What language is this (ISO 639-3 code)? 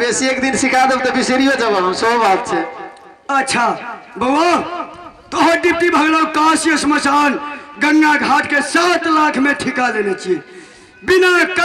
mai